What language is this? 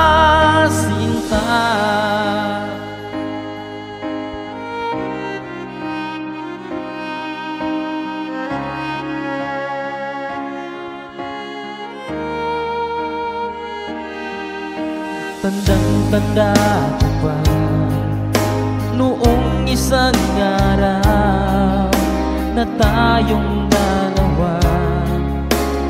Filipino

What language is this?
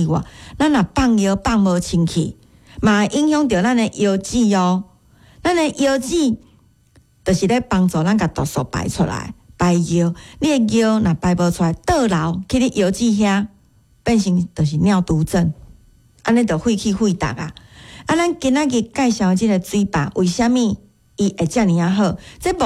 Min Nan Chinese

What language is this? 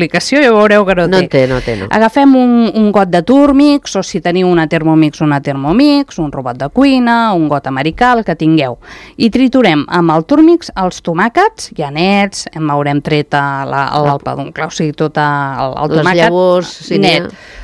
Catalan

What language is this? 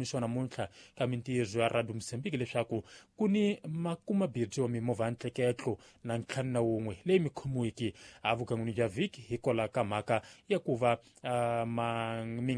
Tsonga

